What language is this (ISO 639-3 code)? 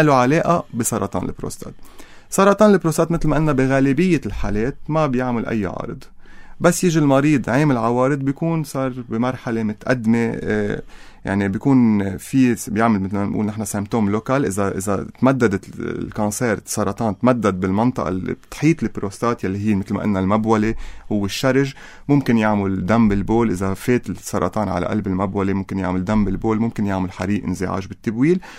apc